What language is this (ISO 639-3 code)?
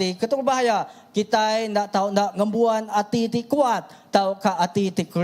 iba